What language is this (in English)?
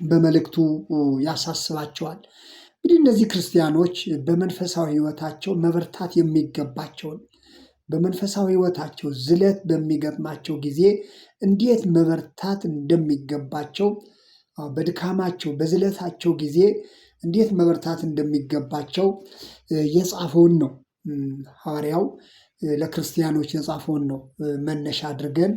Amharic